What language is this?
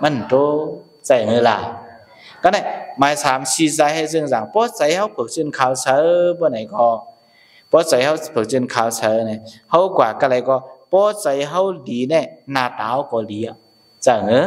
Shan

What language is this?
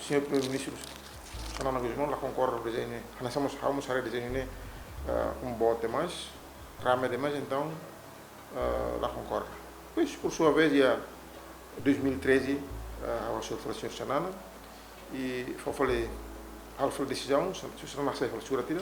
Tetum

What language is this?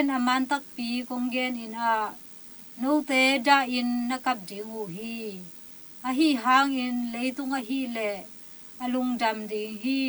Tedim Chin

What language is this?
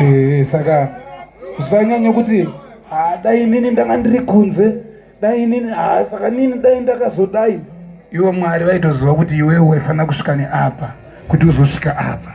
Shona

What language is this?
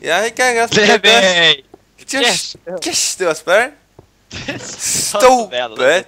Faroese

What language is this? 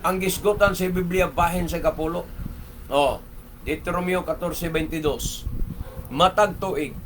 Cebuano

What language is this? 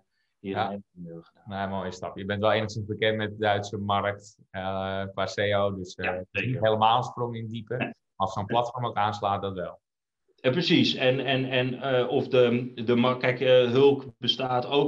Dutch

